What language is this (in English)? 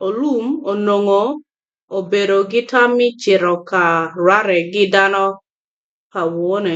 Acoli